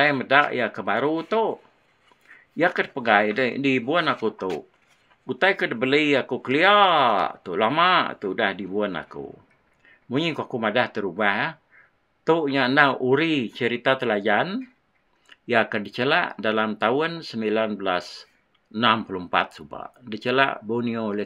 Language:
Iban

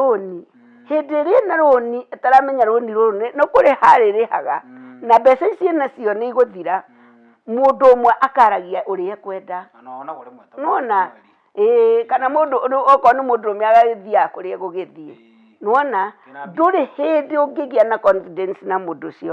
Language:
Kikuyu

